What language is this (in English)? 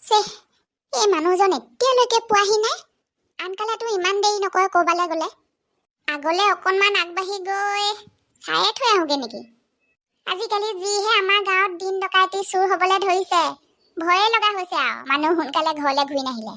Assamese